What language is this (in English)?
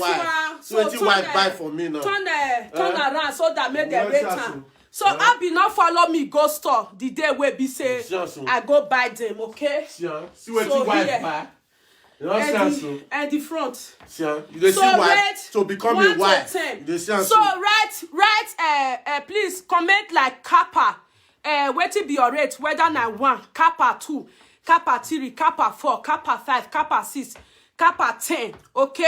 Nigerian Pidgin